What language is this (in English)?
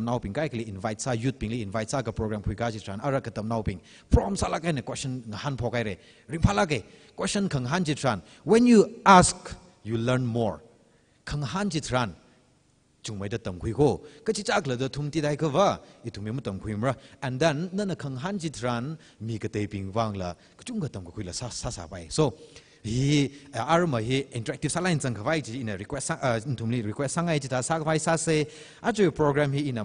Tangkhul Naga (India)